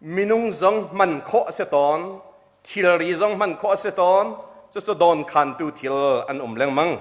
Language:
Hakha Chin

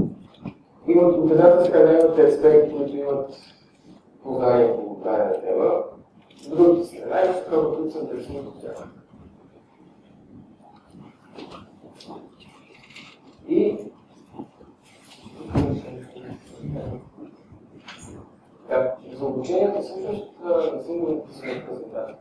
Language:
Bulgarian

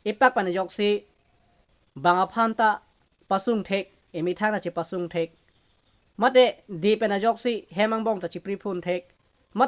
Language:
Karbi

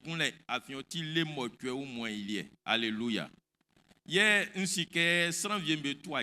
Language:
Baoulé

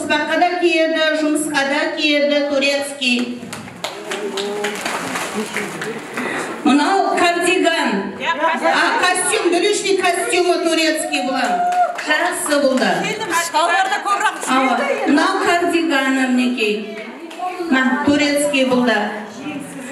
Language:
Kara-Kalpak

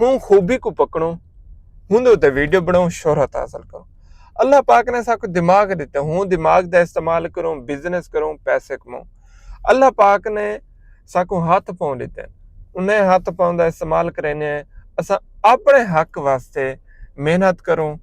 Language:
Saraiki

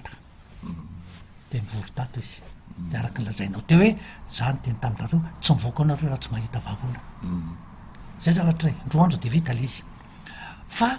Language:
Malagasy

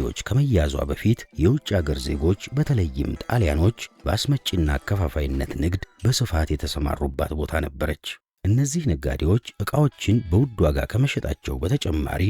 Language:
Amharic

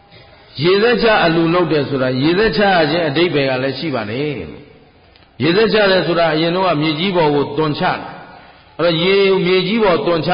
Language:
Burmese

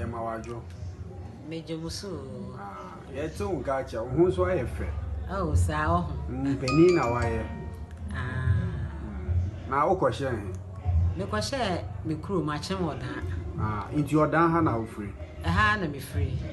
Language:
Akan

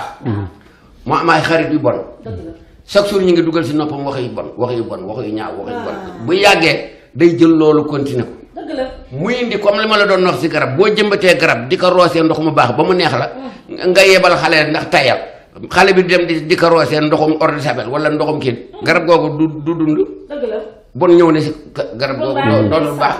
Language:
Wolof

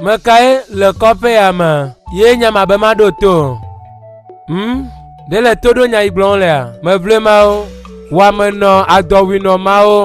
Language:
Ewe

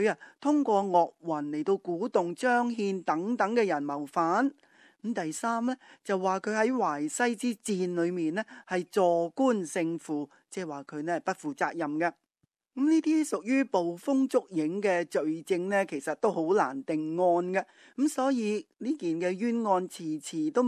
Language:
Cantonese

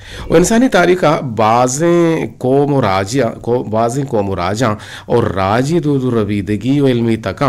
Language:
Eastern Balochi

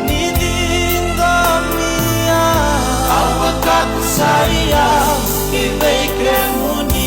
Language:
Fijian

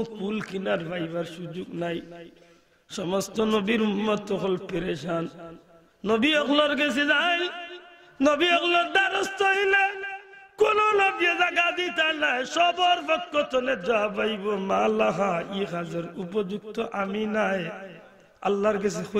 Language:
Sylheti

